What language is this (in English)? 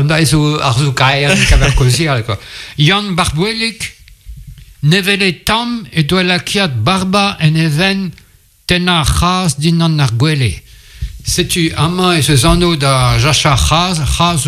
Breton